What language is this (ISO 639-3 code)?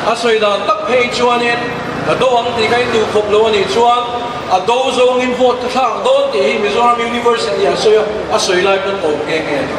lus